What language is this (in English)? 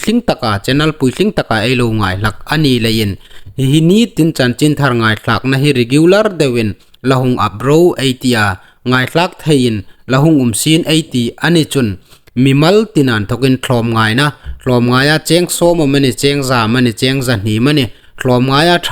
Hmar